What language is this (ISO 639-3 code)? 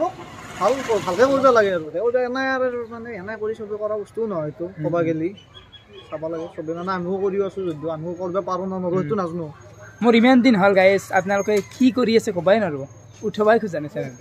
asm